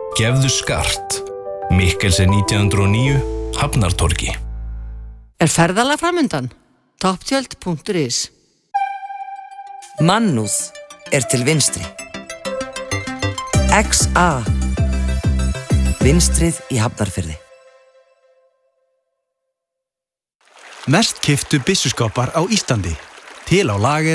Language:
Icelandic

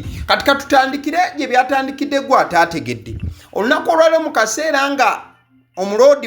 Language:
Ganda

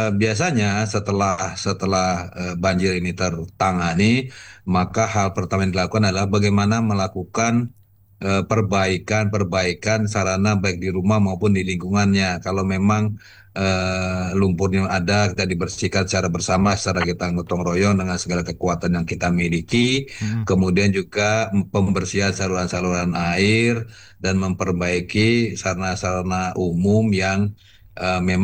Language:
Indonesian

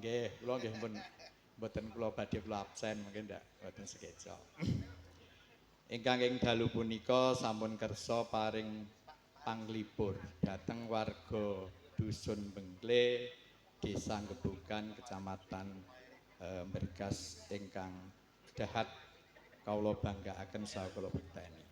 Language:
Javanese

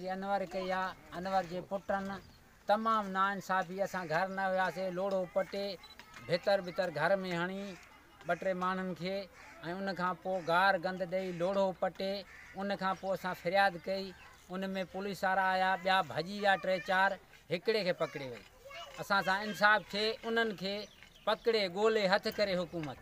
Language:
Sindhi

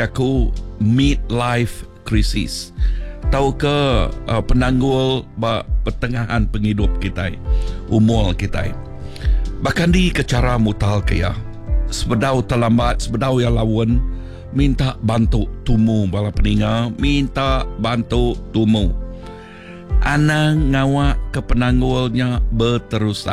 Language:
Iban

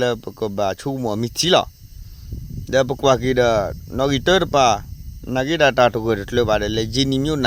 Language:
S'gaw Karen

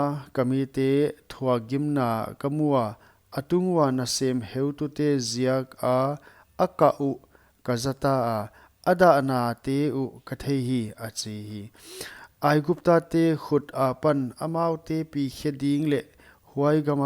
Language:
Paite Chin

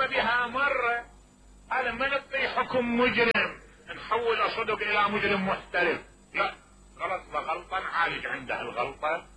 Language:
Mesopotamian Arabic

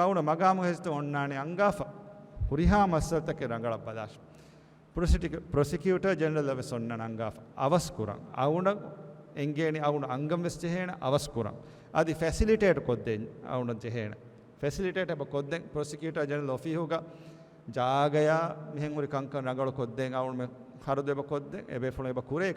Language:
Divehi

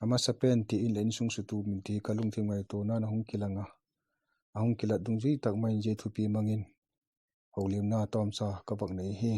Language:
Vaiphei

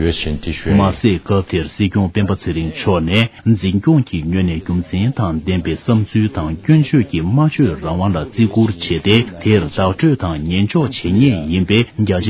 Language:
Tibetan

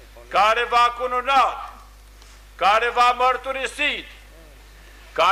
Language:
Romanian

